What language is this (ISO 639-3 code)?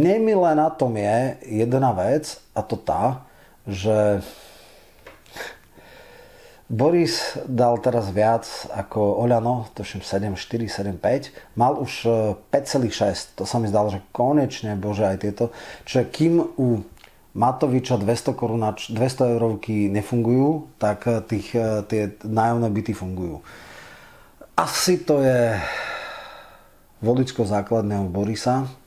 slk